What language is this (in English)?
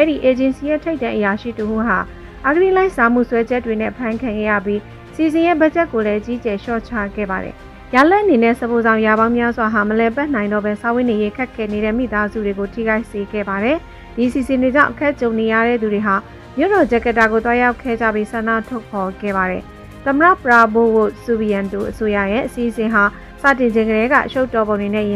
Burmese